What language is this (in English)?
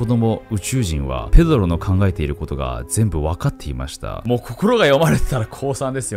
Japanese